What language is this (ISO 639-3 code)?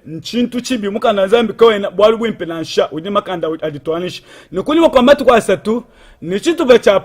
lua